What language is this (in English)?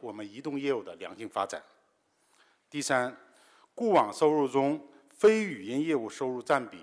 Chinese